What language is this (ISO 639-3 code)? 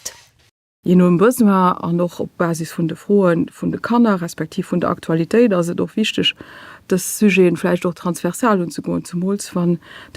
ltz